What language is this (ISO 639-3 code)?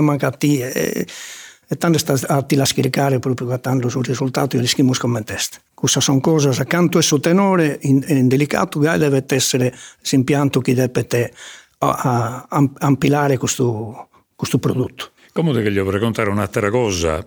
srd